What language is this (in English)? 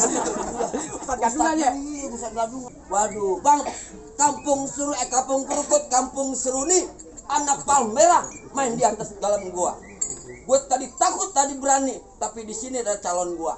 Betawi